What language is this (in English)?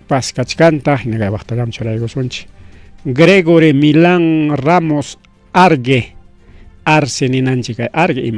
Ayacucho Quechua